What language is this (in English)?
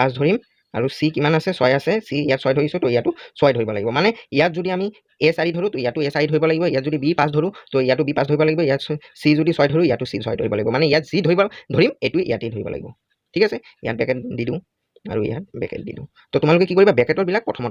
Assamese